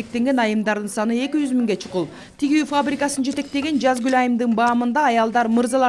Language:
Kyrgyz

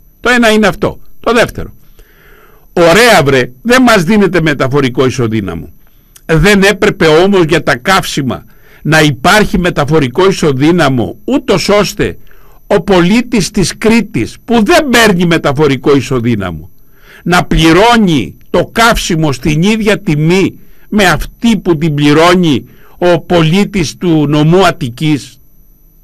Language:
Greek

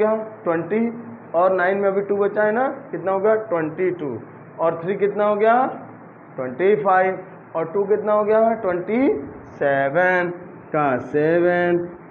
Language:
Hindi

